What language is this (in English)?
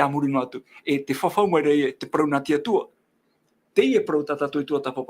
Tahitian